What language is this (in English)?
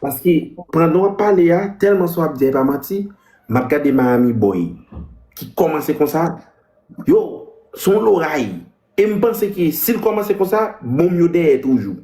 Haitian Creole